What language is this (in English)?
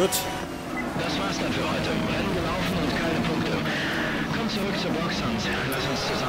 Bavarian